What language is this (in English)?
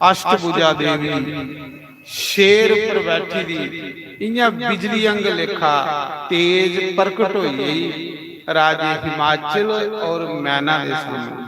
Dogri